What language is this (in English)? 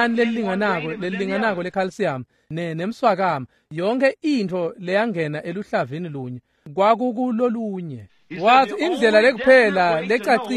Swati